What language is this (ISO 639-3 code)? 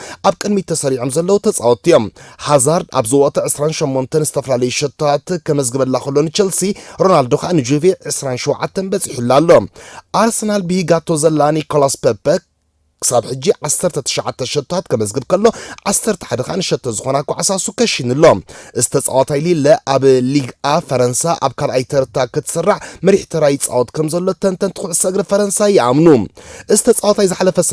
tir